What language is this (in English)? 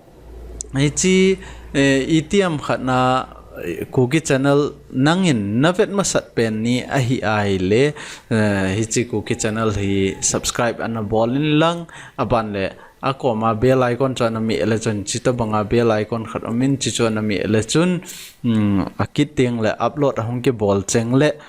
Thado Chin